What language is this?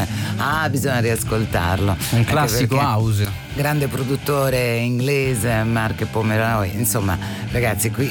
Italian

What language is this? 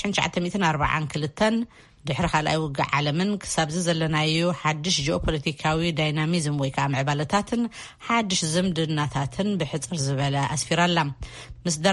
Tigrinya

